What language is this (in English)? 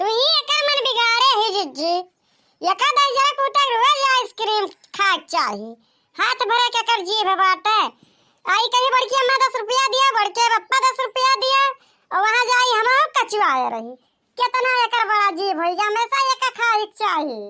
Awadhi